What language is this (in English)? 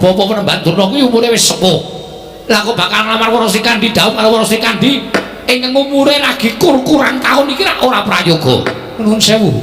Javanese